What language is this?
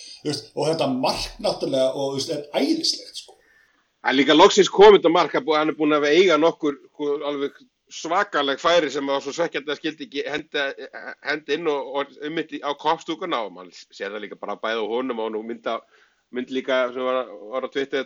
Icelandic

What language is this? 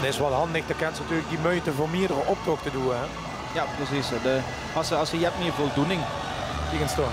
Limburgish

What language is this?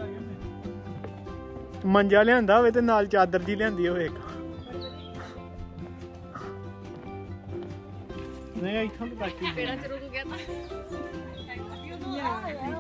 Punjabi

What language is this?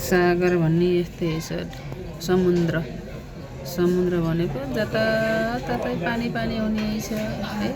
Nepali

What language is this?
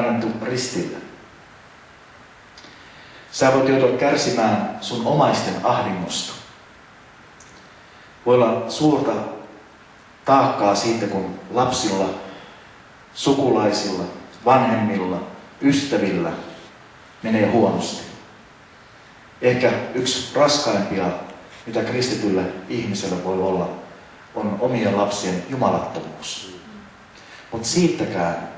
Finnish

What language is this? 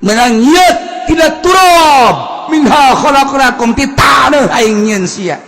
Sundanese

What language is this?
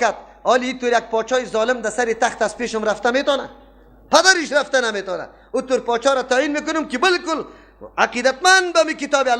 Persian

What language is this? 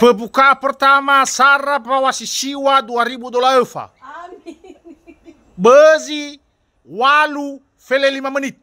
Nias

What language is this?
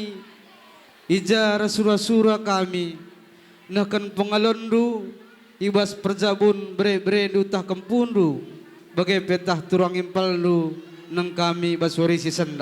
Batak Karo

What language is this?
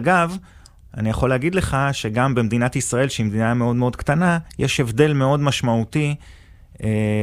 Hebrew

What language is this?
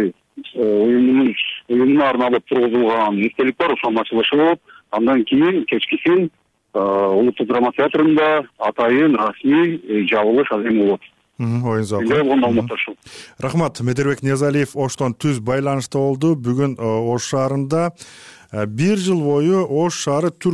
Kyrgyz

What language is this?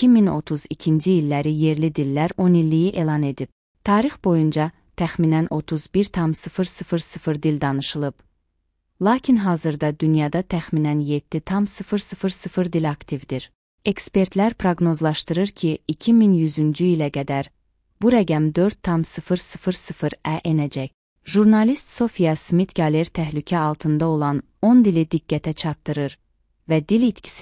Azerbaijani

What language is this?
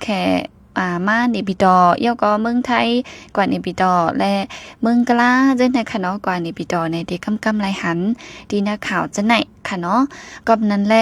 Shan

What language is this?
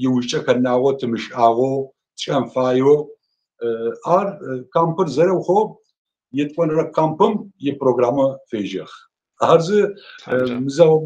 Adyghe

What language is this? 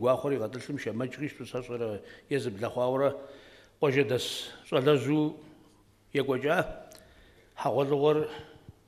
Kabardian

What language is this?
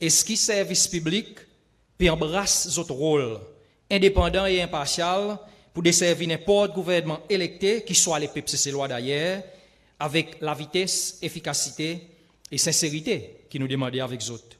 Seselwa Creole French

